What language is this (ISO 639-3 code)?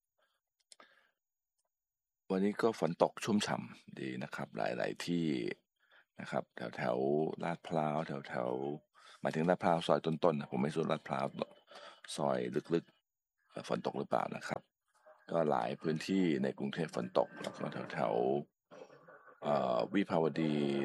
tha